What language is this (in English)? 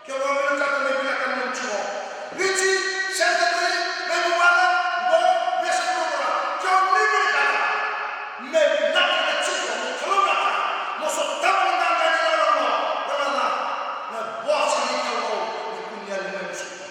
Fijian